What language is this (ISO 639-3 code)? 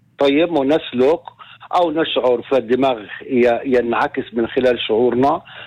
apc